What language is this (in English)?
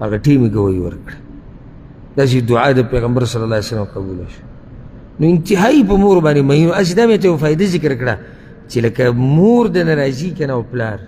Pashto